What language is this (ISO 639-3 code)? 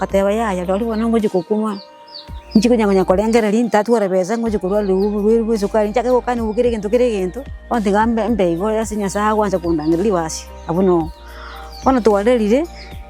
guz